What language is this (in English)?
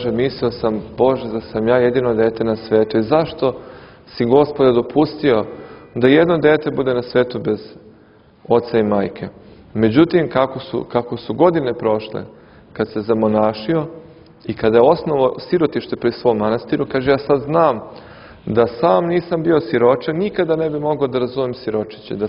Serbian